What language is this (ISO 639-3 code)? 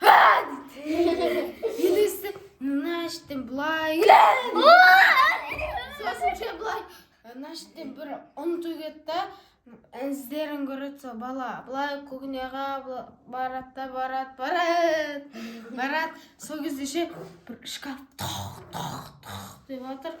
kaz